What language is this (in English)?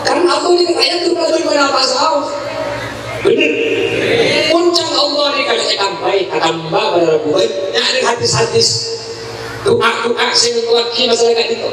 Madurese